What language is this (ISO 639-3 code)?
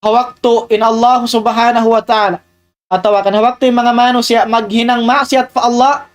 tsg